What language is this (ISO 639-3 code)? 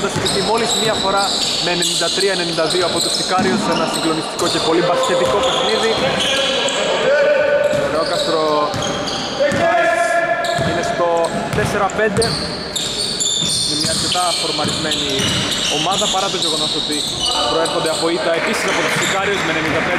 ell